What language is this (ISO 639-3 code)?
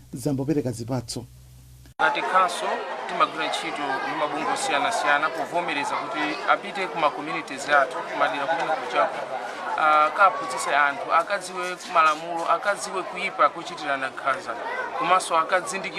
nya